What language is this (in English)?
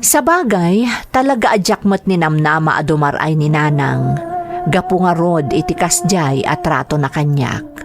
Iloko